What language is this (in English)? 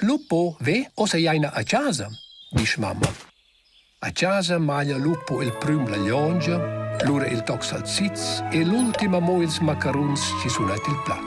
Romansh